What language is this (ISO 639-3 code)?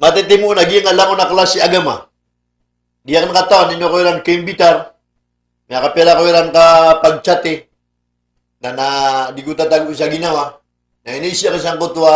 mrw